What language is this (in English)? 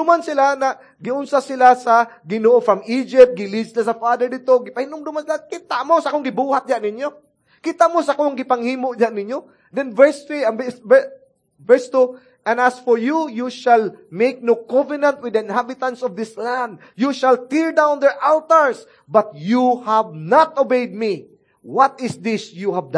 Cebuano